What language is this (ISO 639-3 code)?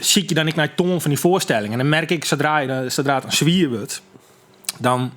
fry